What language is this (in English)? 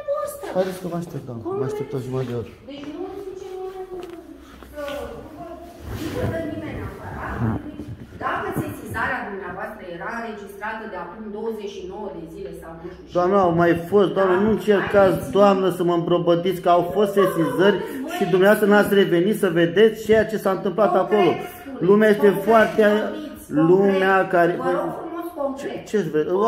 Romanian